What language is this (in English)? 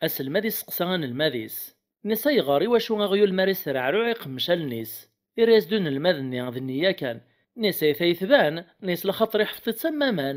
Kabyle